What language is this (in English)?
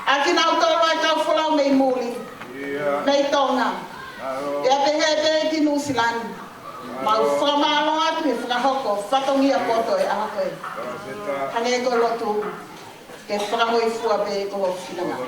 Tongan